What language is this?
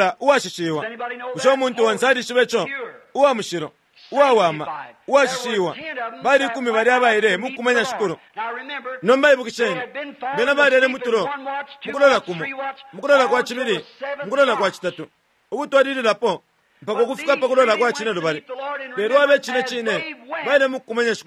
Bemba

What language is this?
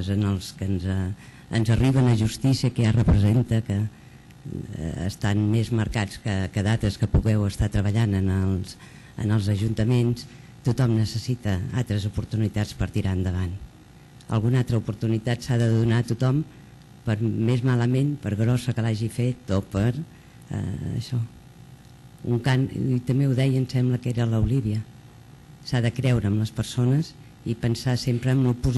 Catalan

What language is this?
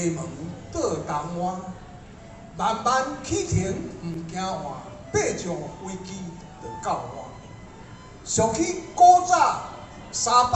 Min Nan Chinese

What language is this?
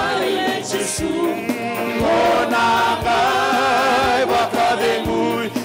Fijian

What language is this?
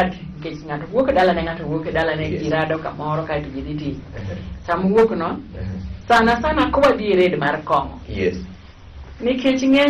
Luo (Kenya and Tanzania)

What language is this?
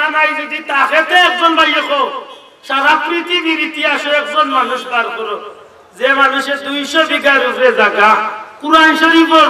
Sylheti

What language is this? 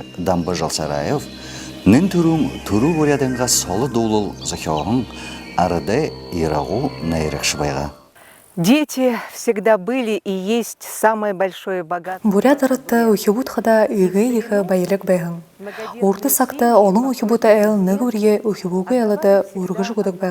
Buriat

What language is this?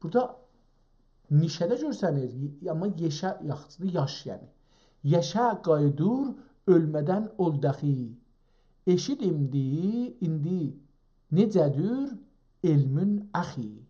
South Azerbaijani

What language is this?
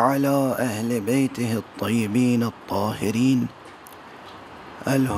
Urdu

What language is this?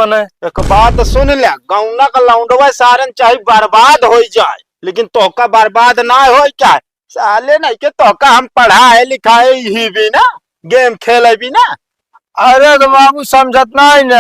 Awadhi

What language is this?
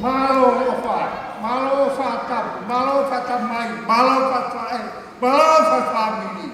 Tongan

